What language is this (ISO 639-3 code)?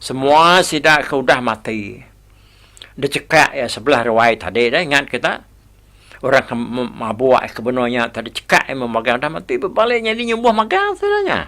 iba